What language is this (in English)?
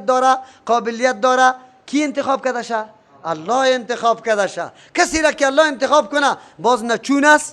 Persian